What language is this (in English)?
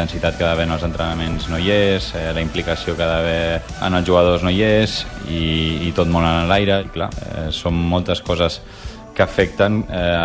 Catalan